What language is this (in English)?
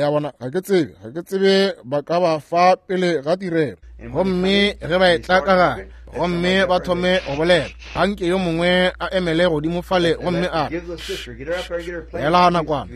Northern Sotho